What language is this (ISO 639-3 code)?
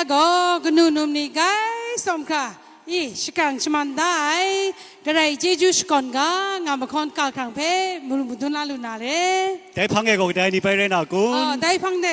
kac